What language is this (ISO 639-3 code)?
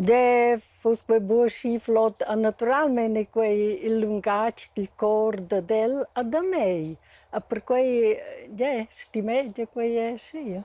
roh